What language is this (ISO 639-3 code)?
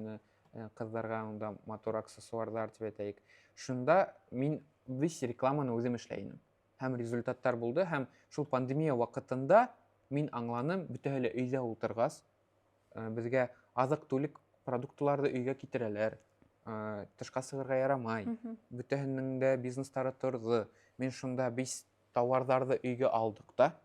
bak